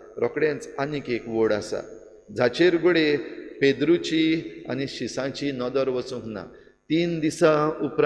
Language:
Konkani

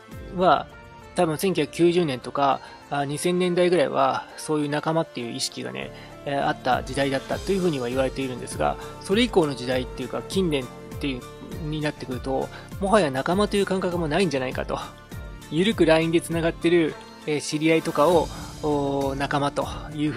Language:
Japanese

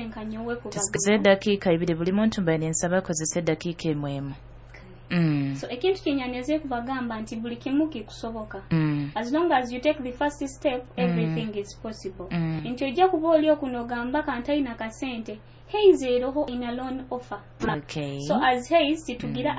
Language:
Nyoro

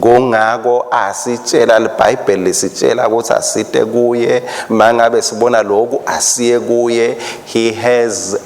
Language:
Swati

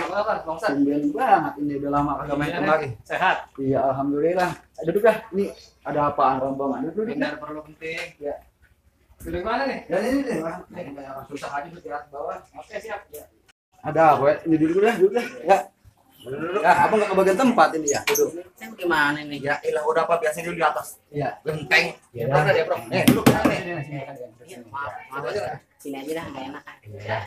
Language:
Betawi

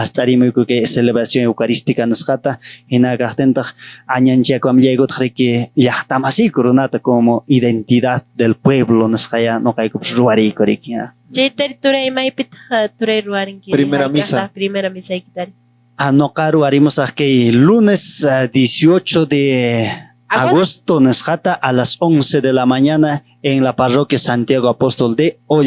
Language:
Quechua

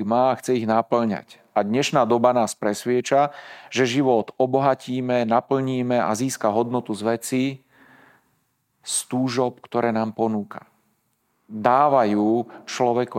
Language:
Slovak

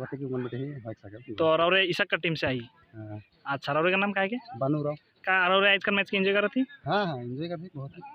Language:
Sadri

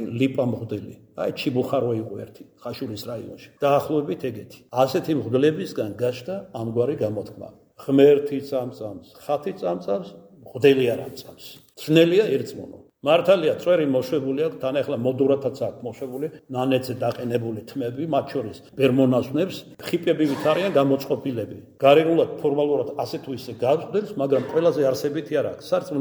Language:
Georgian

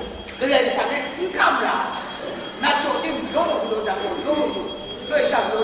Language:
Kachin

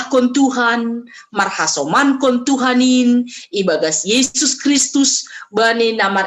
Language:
Batak Simalungun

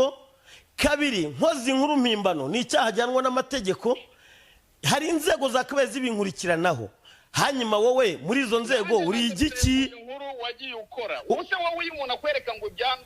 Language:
Kinyarwanda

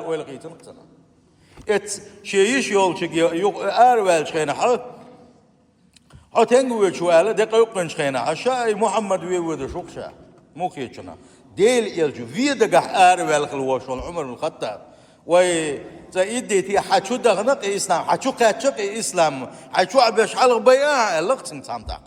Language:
Chechen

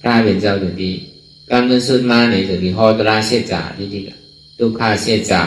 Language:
Shan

